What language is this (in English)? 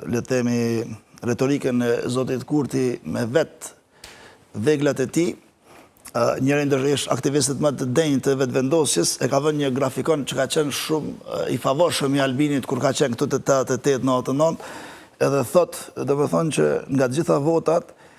Albanian